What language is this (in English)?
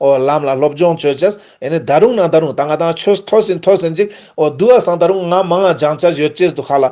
Ladakhi